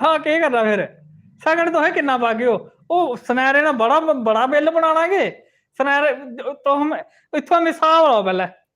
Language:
Dogri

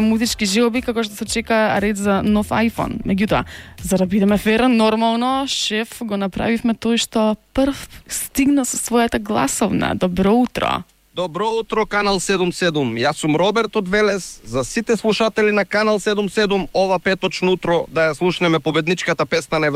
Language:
Macedonian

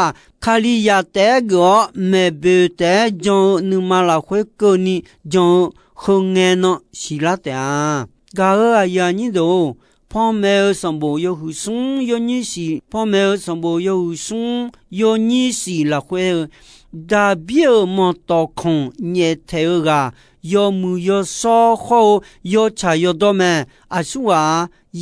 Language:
Akha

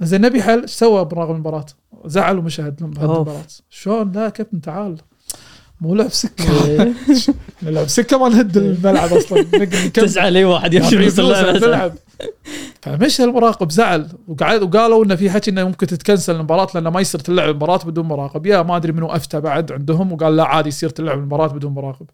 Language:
Gulf Arabic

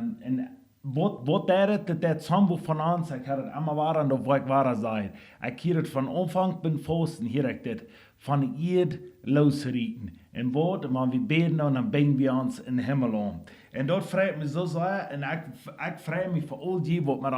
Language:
Plautdietsch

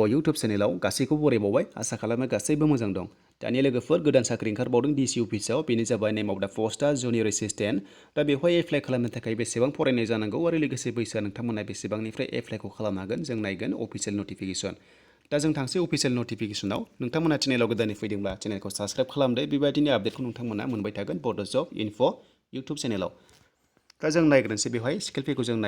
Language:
Bodo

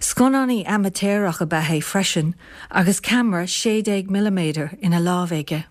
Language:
Irish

